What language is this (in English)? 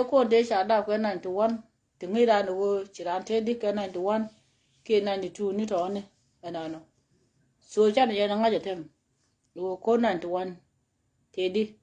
Nuer